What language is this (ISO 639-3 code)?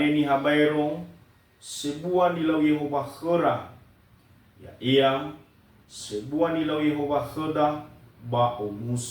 nia